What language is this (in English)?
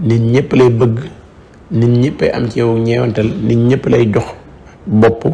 Wolof